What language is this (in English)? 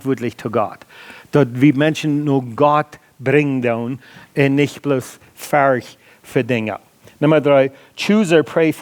Plautdietsch